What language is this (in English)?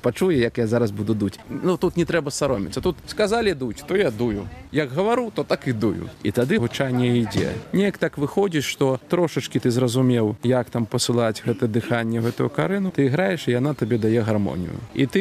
Belarusian